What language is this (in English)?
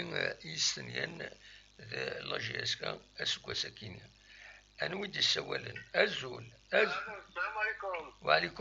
Kabyle